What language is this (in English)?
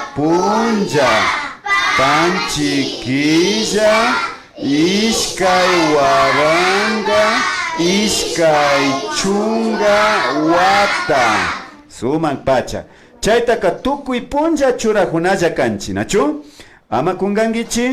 Imbabura Highland Quichua